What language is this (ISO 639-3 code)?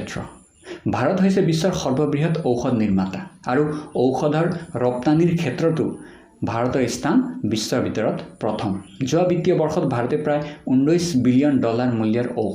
asm